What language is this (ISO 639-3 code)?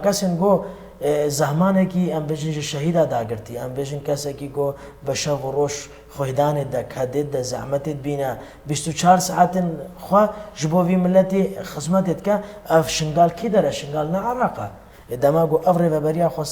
kur